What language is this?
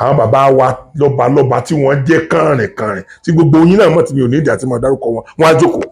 Yoruba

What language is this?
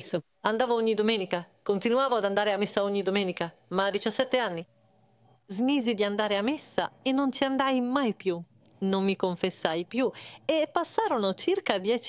Italian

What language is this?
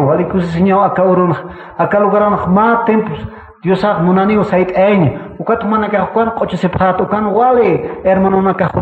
Aymara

